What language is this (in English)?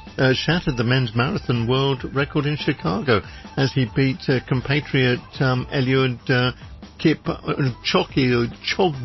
English